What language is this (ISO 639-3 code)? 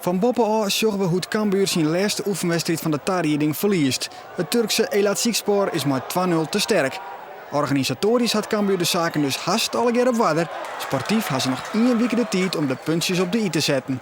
fry